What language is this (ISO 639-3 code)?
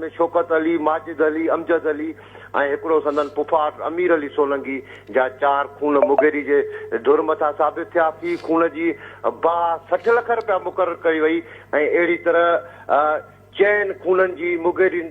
snd